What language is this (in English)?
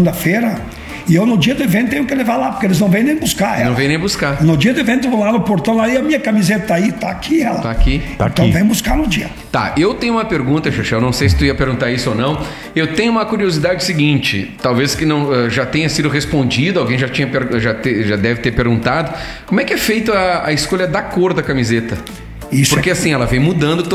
Portuguese